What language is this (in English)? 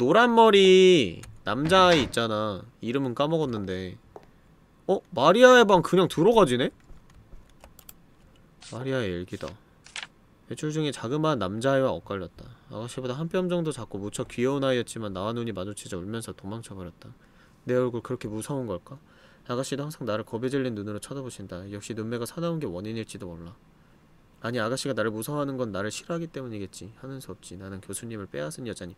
Korean